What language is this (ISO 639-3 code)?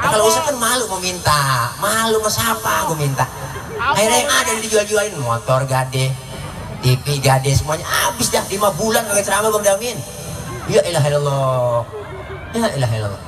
bew